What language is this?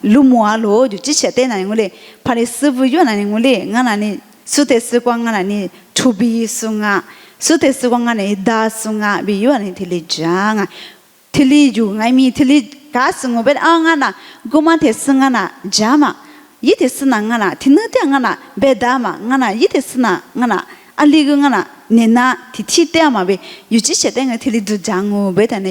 Lisu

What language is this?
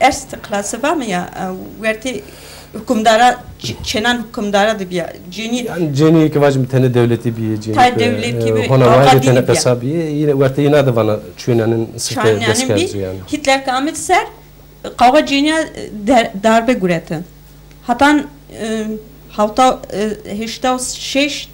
Zaza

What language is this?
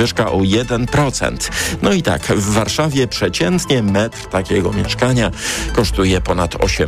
Polish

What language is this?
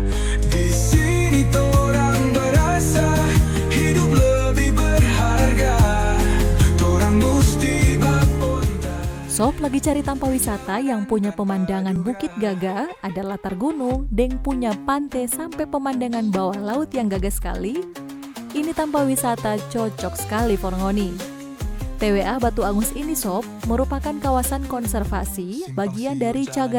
Manado Malay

